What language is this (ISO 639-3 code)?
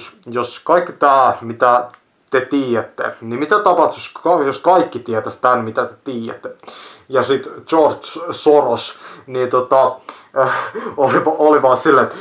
fin